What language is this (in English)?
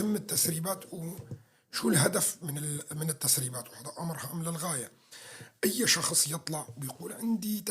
North Levantine Arabic